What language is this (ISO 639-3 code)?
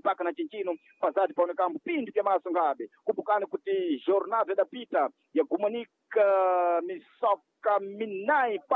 seh